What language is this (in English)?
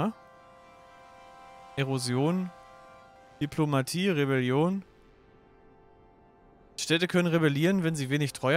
German